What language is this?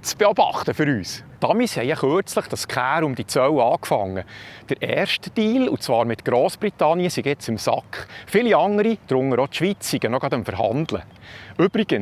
Swiss German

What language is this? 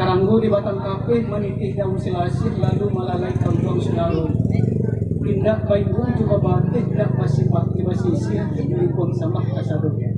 Minangkabau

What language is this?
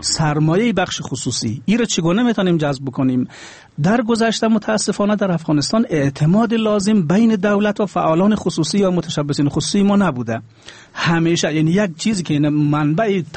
Persian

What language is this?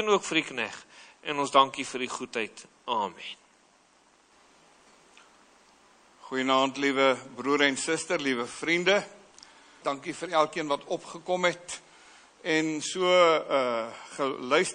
Afrikaans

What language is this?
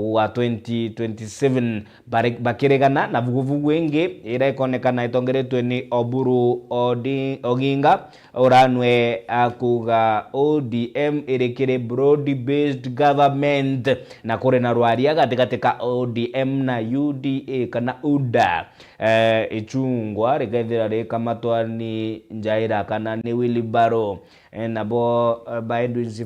Meru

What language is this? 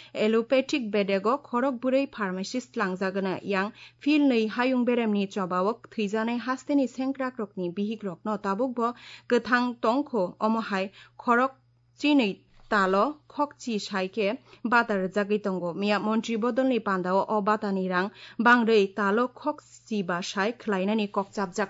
Kok Borok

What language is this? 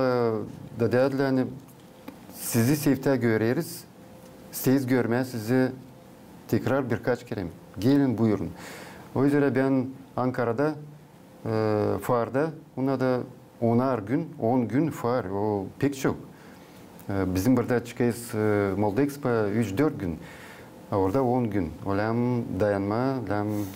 Gagauz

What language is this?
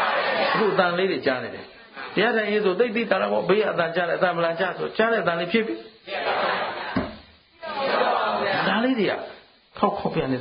Burmese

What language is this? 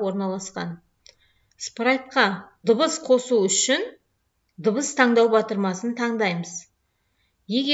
Kazakh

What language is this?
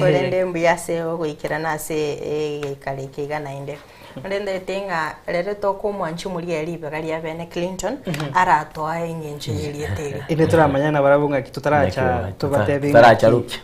Gusii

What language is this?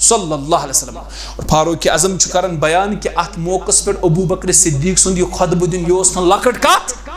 Kashmiri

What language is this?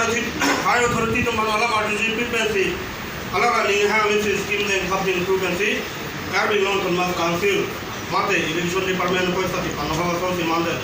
Karbi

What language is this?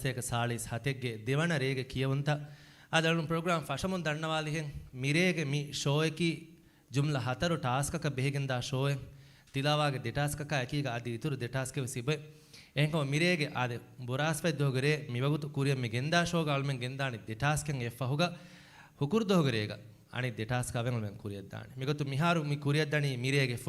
Divehi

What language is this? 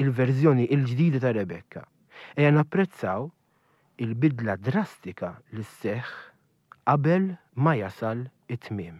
Maltese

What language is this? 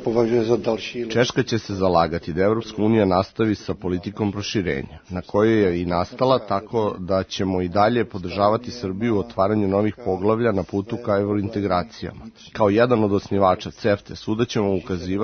Serbian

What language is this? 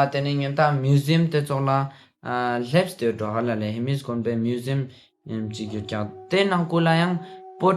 Ladakhi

